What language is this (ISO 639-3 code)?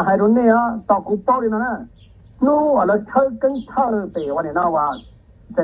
hmn